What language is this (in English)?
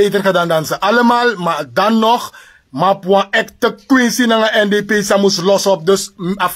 Sranan Tongo